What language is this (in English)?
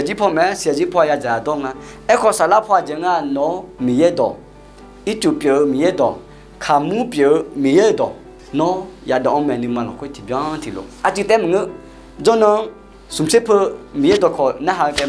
Akha